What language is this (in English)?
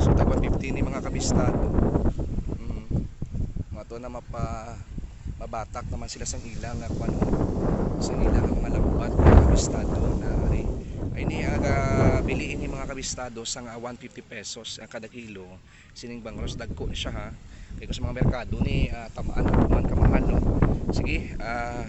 Hiligaynon